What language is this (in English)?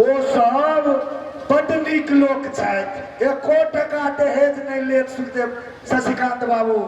Maithili